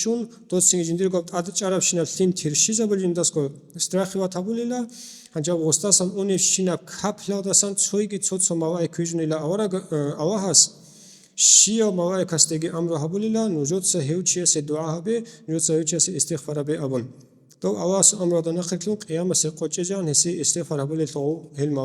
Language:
Avaric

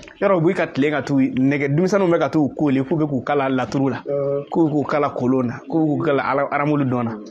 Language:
Bambara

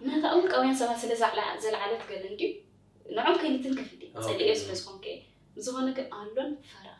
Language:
Tigrinya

